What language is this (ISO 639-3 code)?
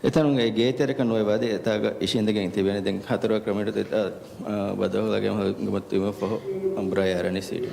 div